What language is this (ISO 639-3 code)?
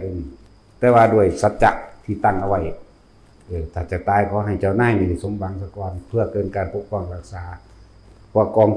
tts